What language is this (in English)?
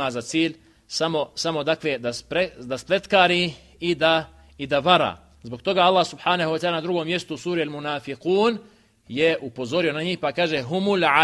Bosnian